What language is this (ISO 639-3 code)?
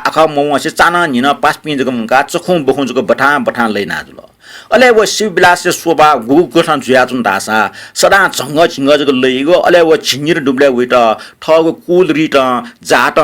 new